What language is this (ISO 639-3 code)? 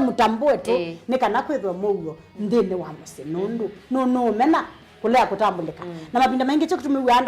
kam